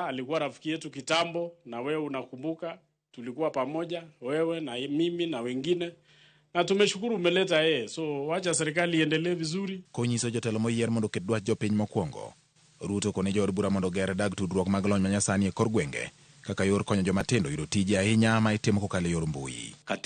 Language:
Luo (Kenya and Tanzania)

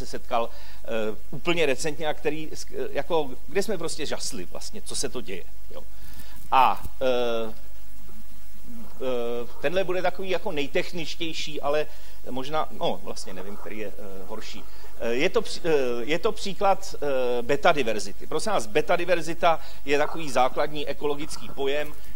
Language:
Czech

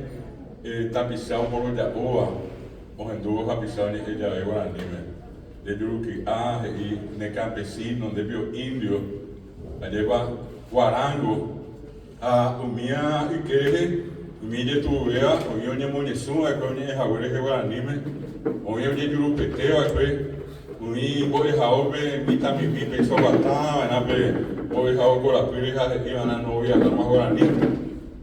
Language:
Guarani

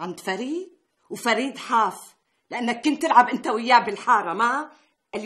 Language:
North Levantine Arabic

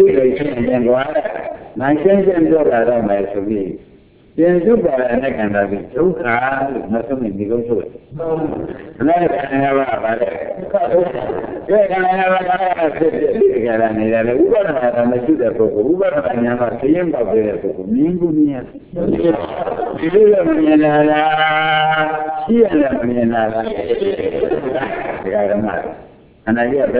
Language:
Burmese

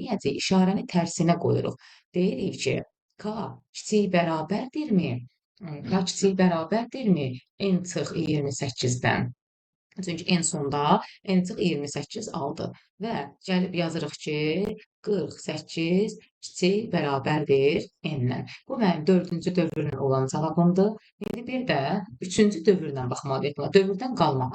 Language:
Azerbaijani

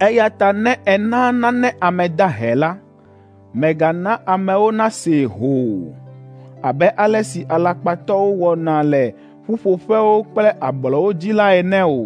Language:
Ewe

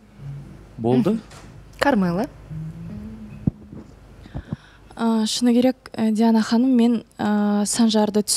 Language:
Kazakh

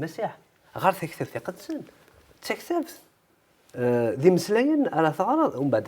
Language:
Kabyle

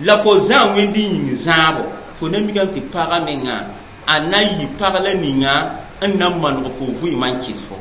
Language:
Mossi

